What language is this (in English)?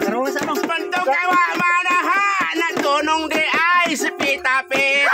Cebuano